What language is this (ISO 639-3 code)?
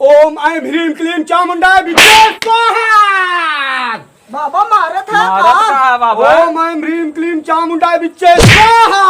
awa